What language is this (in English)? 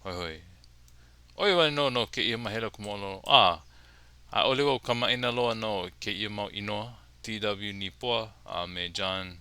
Hawaiian